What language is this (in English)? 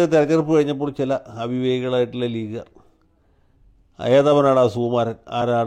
Malayalam